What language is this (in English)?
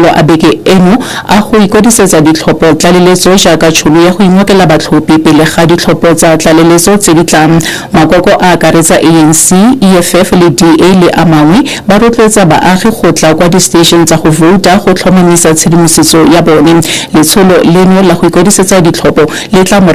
Tswana